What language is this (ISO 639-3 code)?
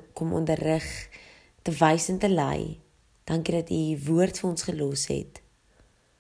afr